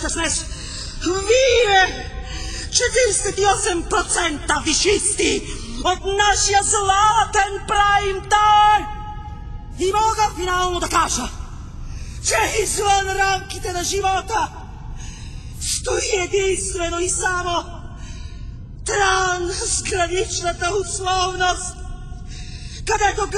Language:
Bulgarian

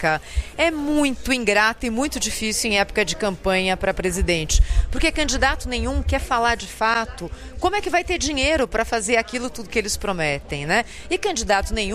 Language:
Portuguese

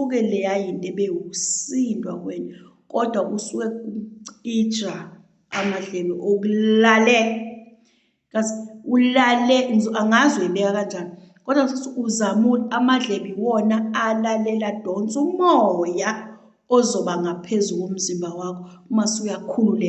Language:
Zulu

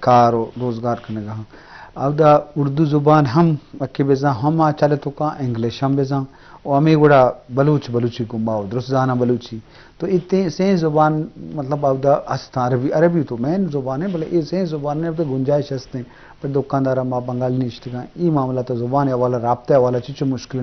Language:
Eastern Balochi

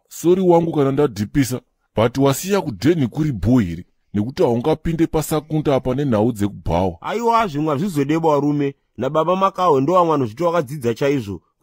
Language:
Shona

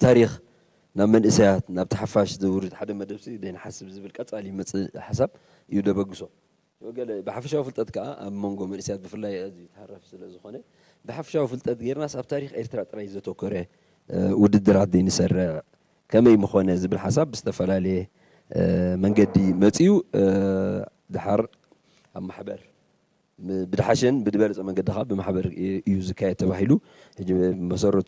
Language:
Tigrinya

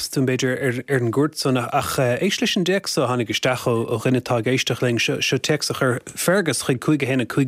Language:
Irish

